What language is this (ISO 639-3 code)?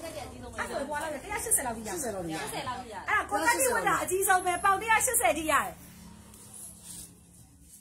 mya